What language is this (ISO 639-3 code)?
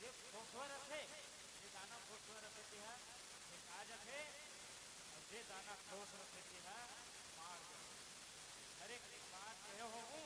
hne